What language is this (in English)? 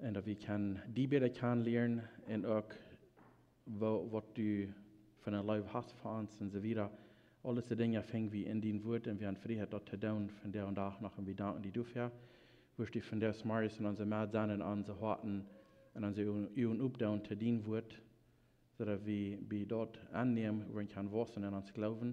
Plautdietsch